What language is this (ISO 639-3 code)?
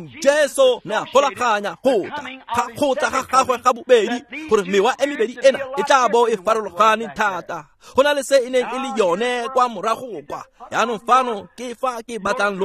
tsn